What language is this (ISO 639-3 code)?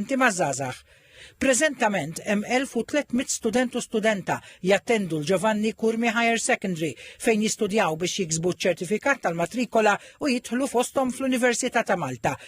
mlt